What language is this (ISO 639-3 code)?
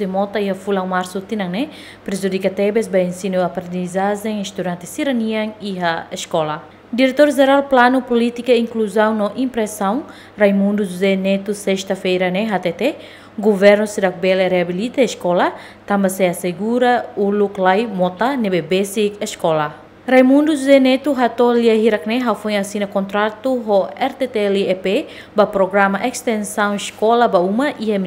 tet